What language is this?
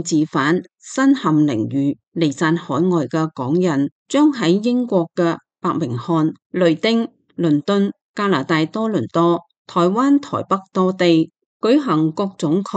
Cantonese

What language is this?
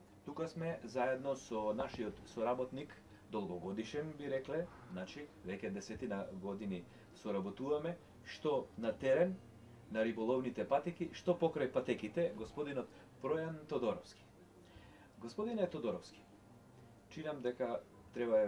Macedonian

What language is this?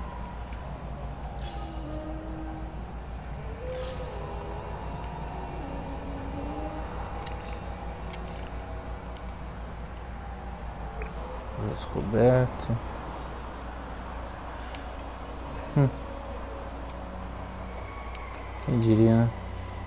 Portuguese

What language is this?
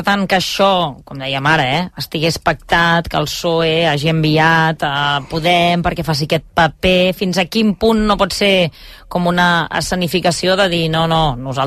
Catalan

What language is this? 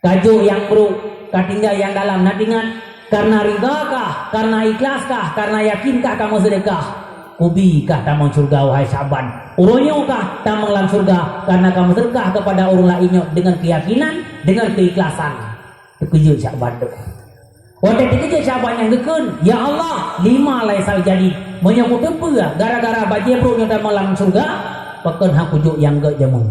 Achinese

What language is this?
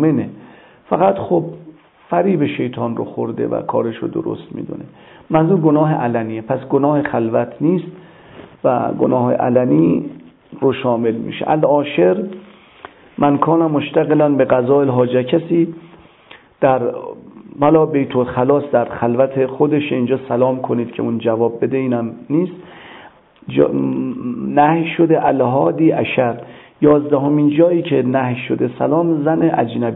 Persian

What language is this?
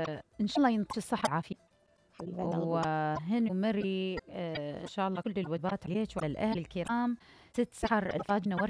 Mesopotamian Arabic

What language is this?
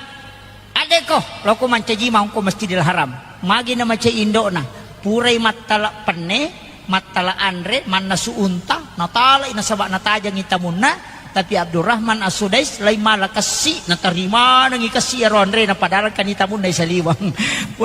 Buginese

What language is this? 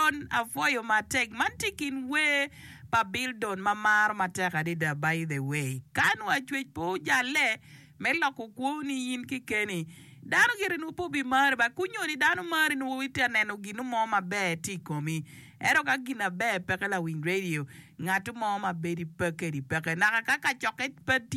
Acoli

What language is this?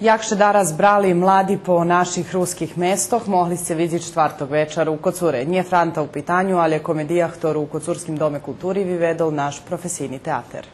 Rusyn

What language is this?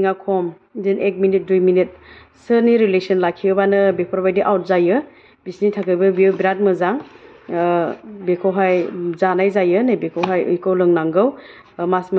Bodo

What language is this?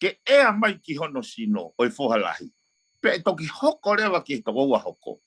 Tongan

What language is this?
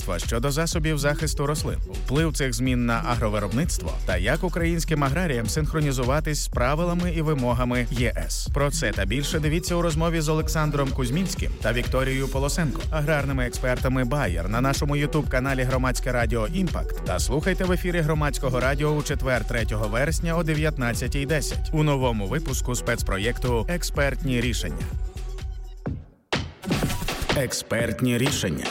Ukrainian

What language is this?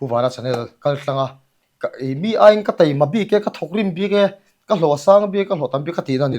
Mizo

